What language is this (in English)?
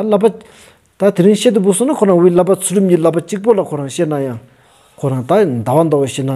Stod Bhoti